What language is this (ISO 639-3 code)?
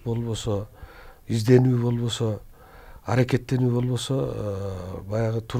kir